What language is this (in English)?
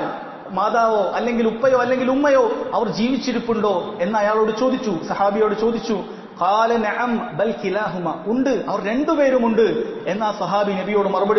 Malayalam